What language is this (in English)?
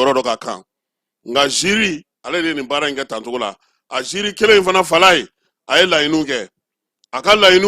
Bambara